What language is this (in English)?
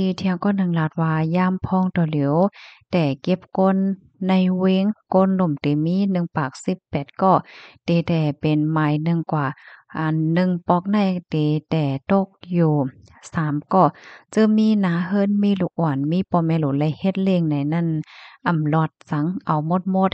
Shan